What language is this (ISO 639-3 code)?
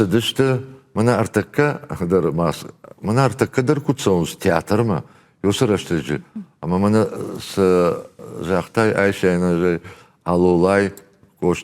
oss